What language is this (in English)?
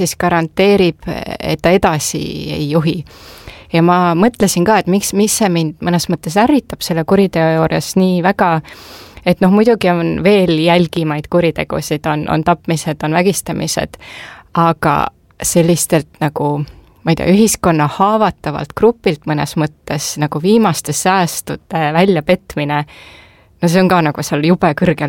Estonian